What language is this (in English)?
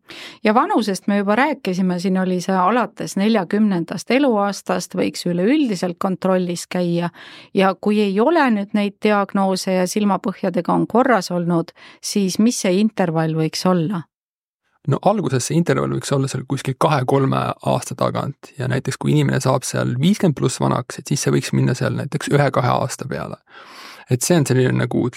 Estonian